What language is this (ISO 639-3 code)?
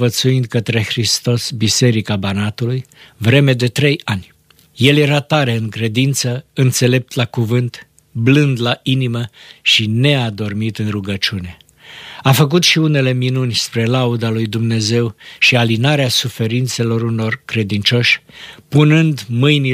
ron